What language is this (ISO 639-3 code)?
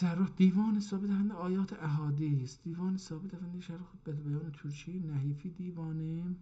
azb